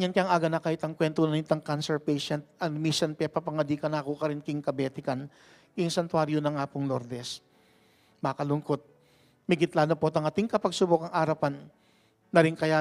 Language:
Pampanga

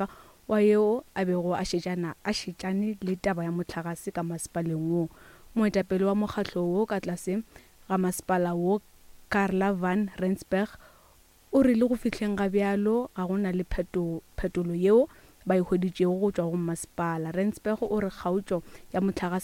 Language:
Northern Sotho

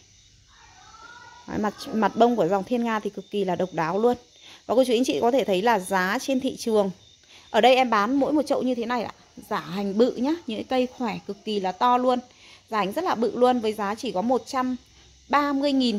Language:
Vietnamese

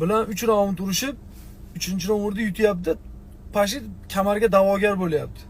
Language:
Uzbek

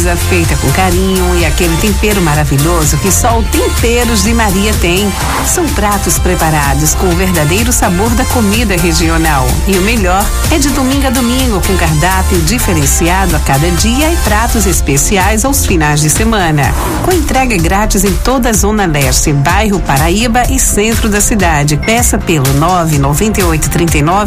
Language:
Portuguese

